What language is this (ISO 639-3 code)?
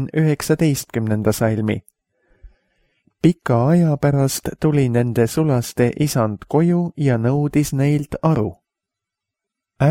est